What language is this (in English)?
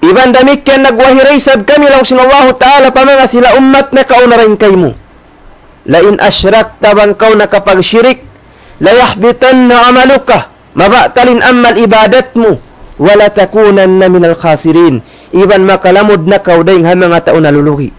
Tausug